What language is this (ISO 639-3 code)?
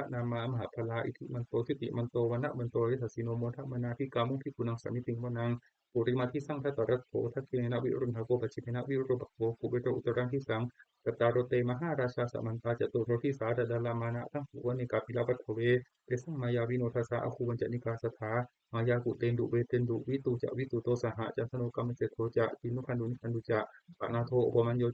pli